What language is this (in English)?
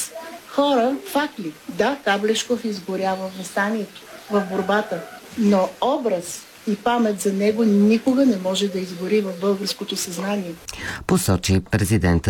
Bulgarian